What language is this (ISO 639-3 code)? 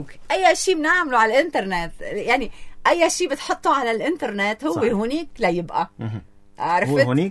apc